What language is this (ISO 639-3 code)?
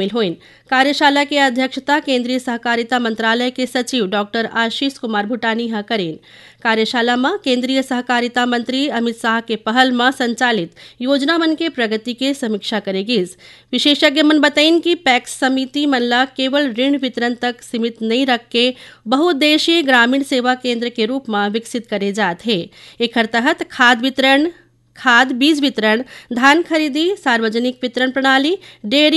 hne